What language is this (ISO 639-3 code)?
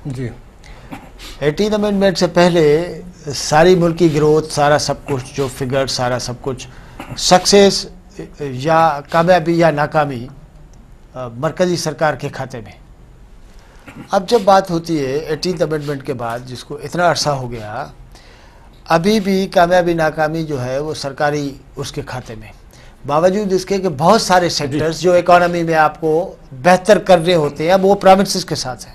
urd